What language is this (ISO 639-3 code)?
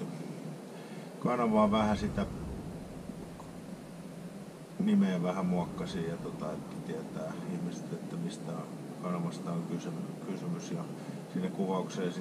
fin